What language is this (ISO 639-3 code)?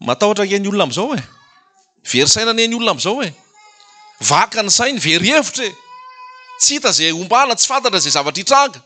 mlg